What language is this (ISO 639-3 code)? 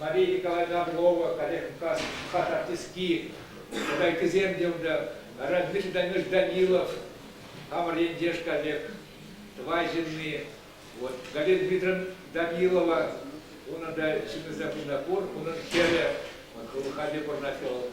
chv